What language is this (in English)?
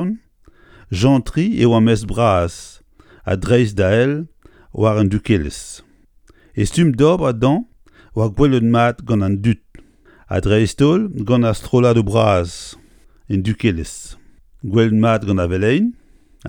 Breton